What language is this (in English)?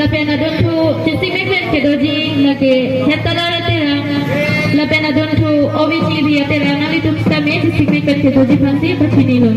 Karbi